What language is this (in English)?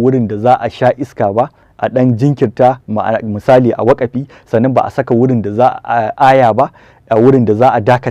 Hausa